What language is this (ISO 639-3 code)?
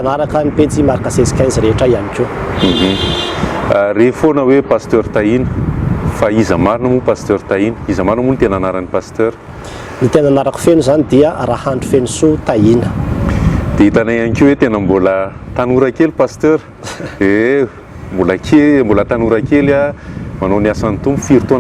mlg